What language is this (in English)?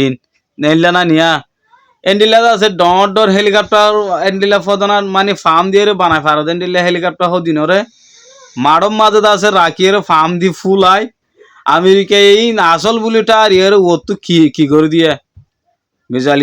Rohingya